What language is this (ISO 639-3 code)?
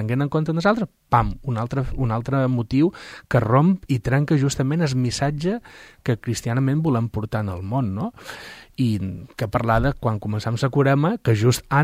cat